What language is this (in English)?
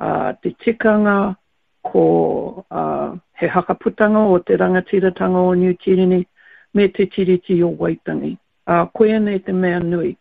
Māori